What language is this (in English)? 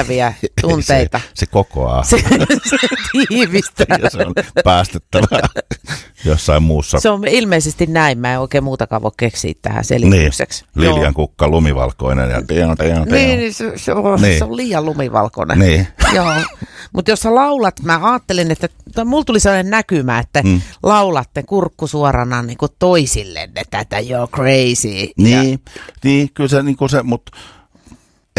Finnish